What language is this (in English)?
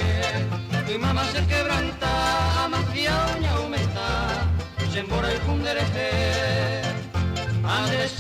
Guarani